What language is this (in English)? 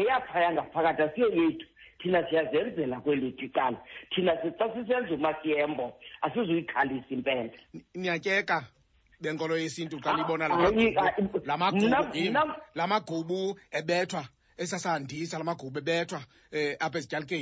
Xhosa